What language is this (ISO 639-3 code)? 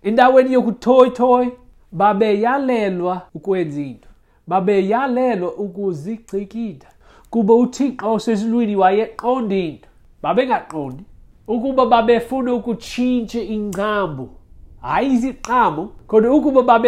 xho